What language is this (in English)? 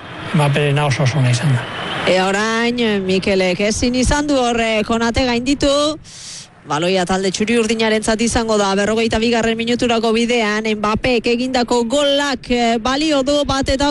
Basque